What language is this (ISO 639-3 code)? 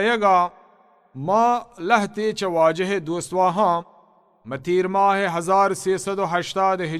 bal